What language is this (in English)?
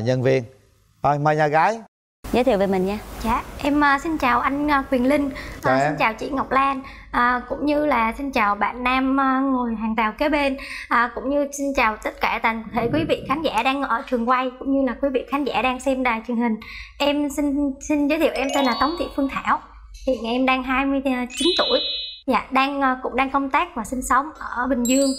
Vietnamese